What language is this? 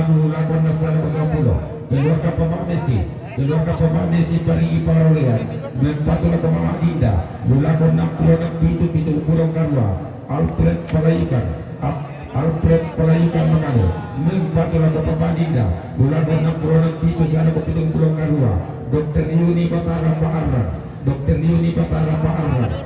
Toraja-Sa'dan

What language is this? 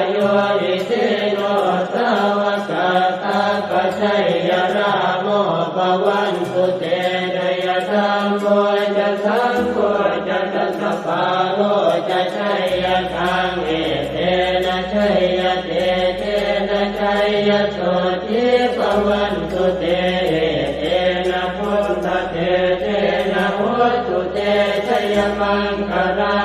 Pali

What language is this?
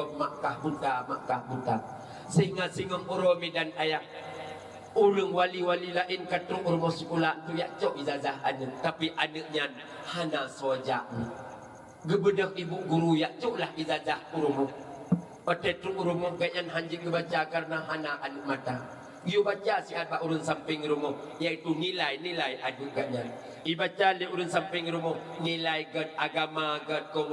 Achinese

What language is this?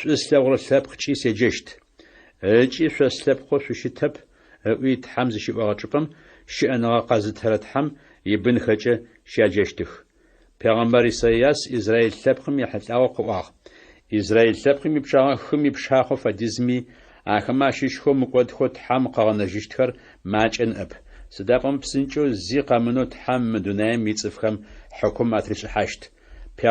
Adyghe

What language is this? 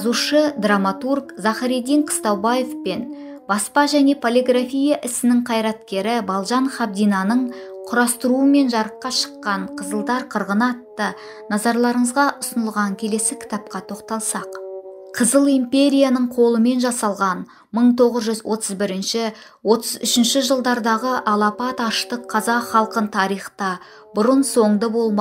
Kazakh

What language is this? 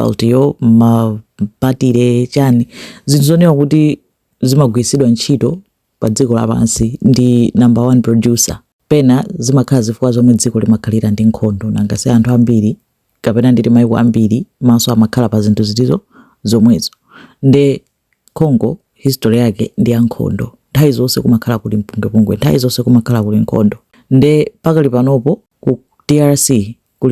Nyanja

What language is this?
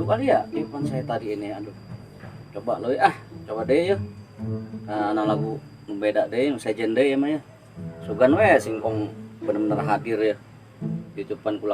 Betawi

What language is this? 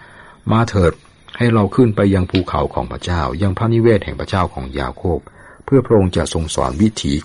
Thai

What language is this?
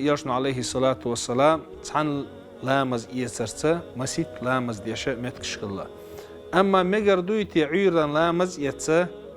Chechen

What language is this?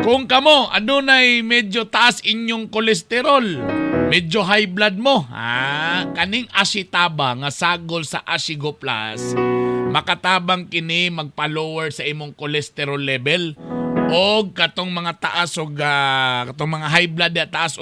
Cebuano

